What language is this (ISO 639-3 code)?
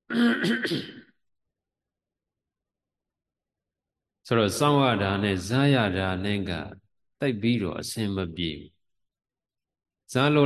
mya